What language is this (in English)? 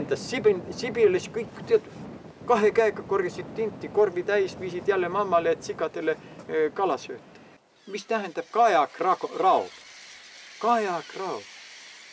Estonian